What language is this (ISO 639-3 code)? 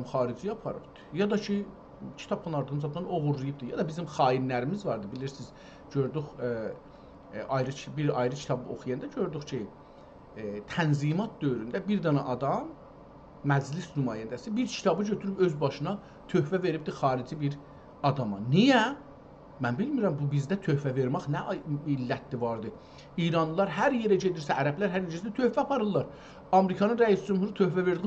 azb